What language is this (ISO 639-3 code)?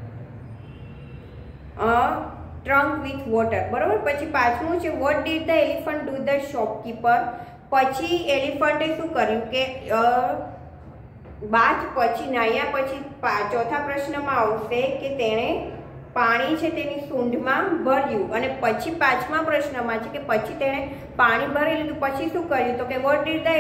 guj